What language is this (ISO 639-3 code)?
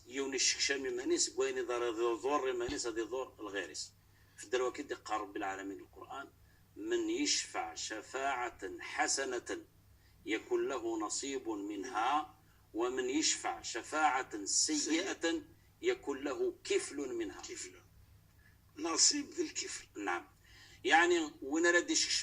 kab